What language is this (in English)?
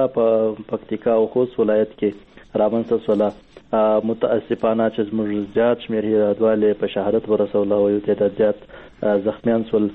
Persian